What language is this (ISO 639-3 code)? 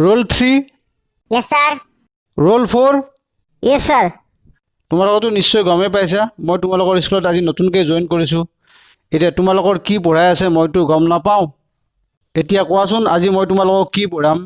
asm